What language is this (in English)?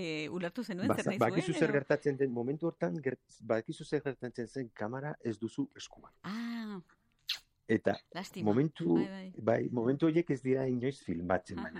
Basque